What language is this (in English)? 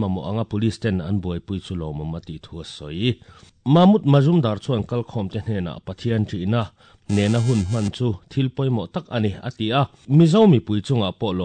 Mizo